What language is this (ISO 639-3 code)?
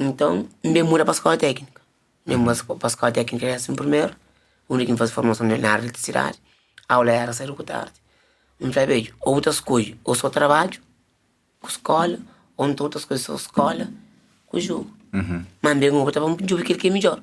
kea